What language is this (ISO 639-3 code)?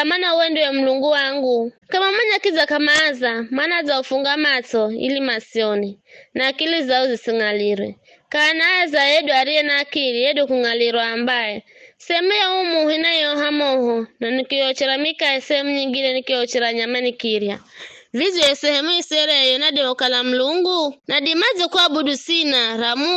nyf